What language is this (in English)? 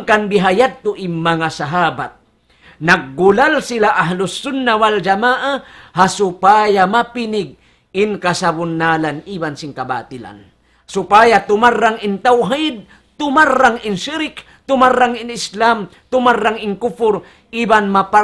Tausug